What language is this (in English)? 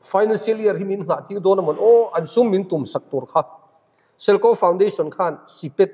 Mizo